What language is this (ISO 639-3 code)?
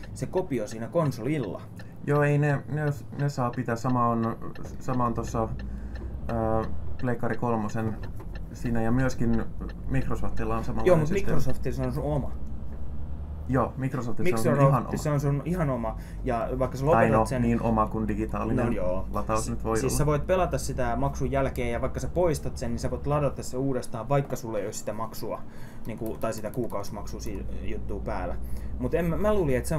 fin